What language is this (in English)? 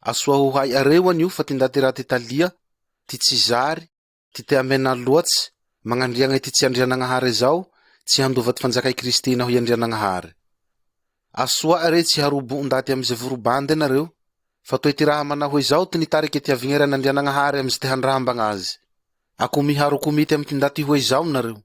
Malagasy